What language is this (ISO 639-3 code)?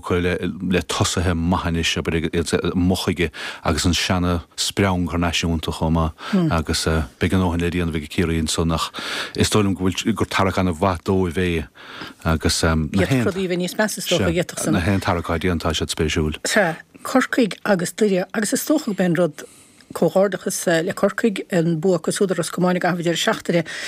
gle